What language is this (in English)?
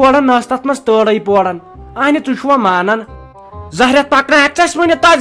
Kashmiri